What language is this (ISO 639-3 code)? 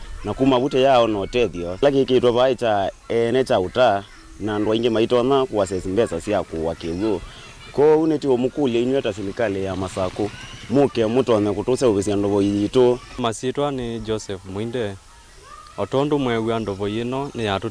kam